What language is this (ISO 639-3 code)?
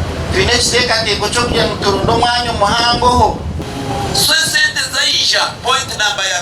nyn